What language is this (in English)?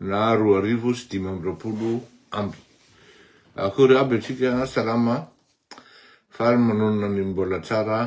Malagasy